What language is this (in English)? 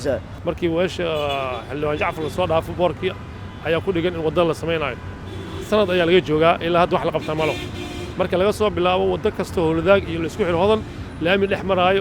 Somali